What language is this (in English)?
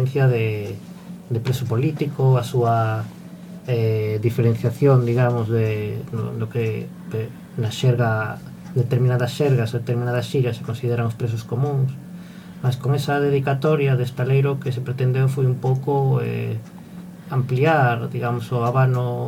Galician